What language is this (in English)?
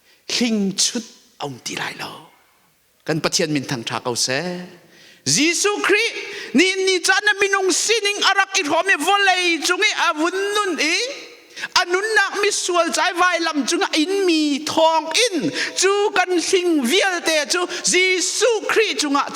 Hakha Chin